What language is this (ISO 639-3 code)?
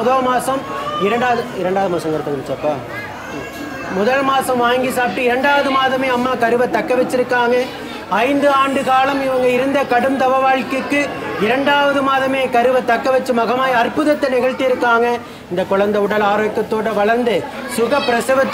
tam